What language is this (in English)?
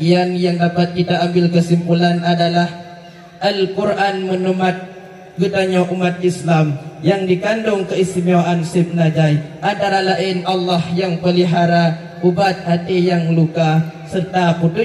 Achinese